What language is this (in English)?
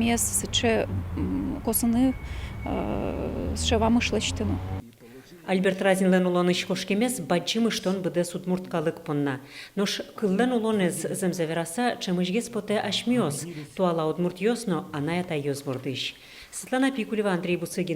Udmurt